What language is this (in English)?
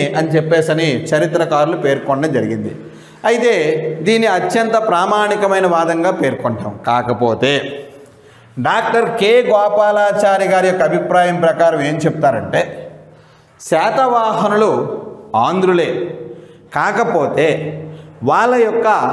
Telugu